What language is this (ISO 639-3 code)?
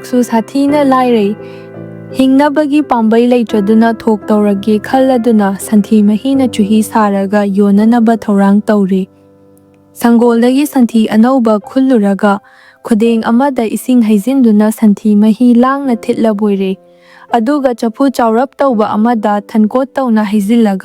mni